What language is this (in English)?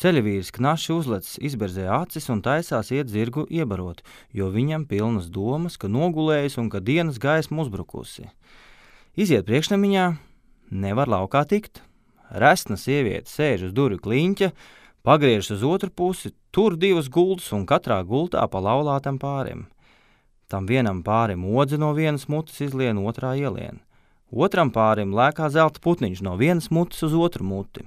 Latvian